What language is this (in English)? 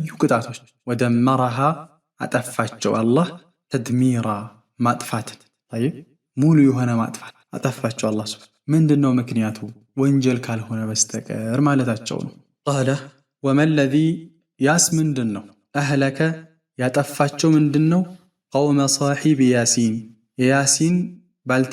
Amharic